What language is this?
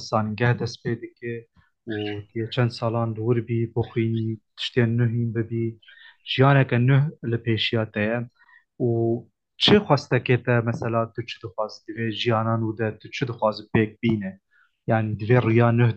Kurdish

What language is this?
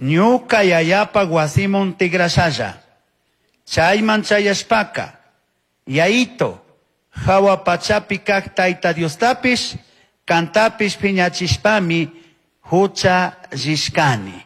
Chimborazo Highland Quichua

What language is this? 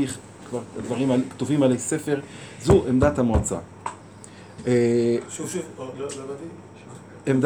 Hebrew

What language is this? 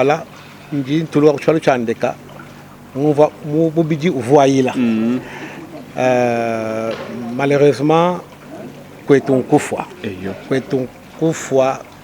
Luba-Lulua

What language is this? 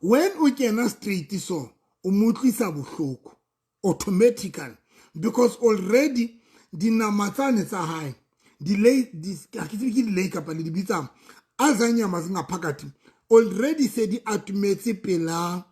Southern Sotho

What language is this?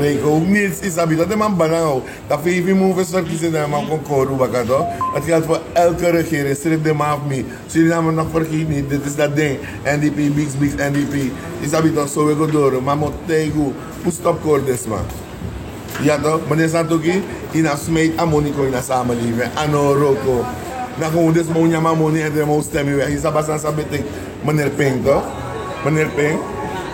Sranan Tongo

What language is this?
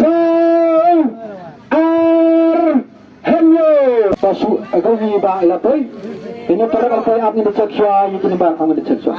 Khasi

